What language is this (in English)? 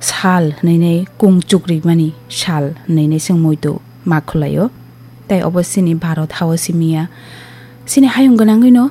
Kok Borok